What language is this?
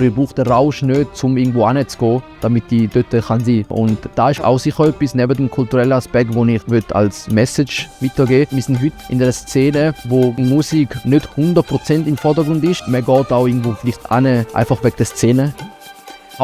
Swiss German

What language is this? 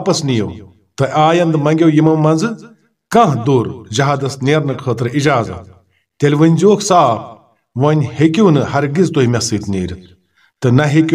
Kashmiri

